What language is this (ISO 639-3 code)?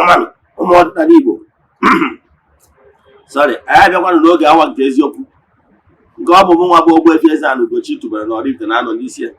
ibo